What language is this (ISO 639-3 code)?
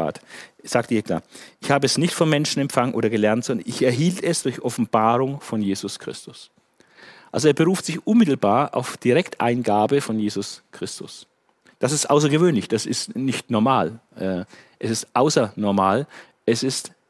deu